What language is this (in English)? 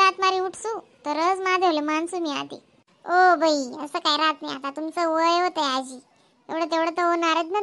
Khandesi